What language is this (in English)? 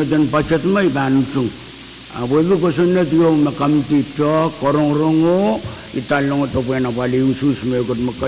Pohnpeian